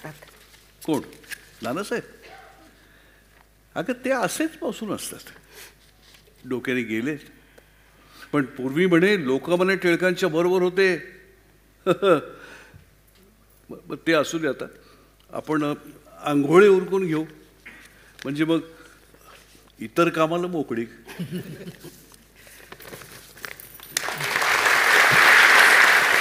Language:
Marathi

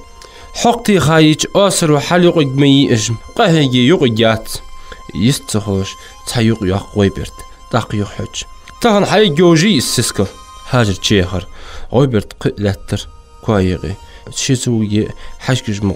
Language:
Ingush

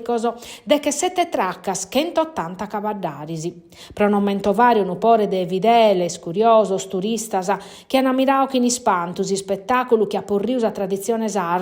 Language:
Sardinian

